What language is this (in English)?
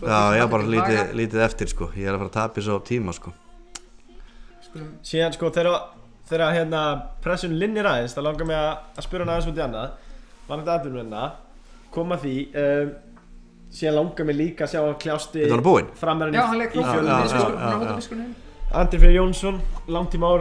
Icelandic